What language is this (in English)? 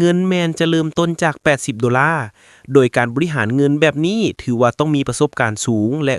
Lao